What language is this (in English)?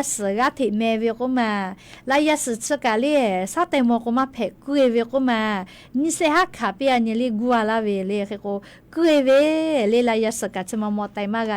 Lahu